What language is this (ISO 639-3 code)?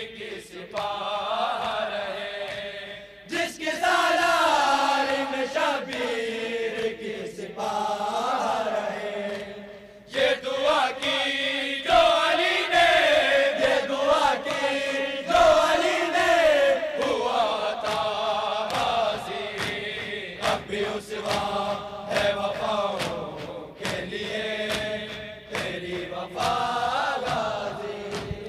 urd